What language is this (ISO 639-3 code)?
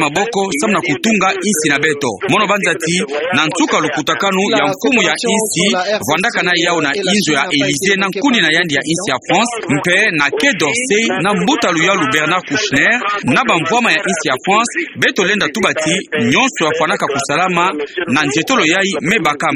ktu